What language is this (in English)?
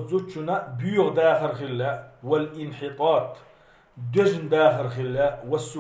Chechen